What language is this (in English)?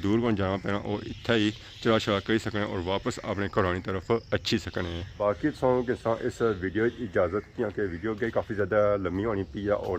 Pahari-Potwari